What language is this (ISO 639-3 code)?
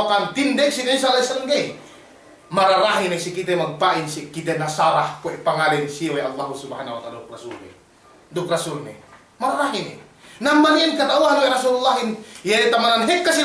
yka